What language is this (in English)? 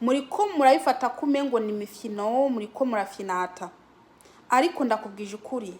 Rundi